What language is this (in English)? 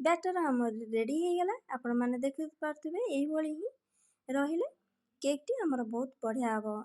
Odia